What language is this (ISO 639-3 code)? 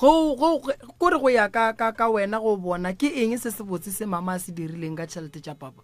nso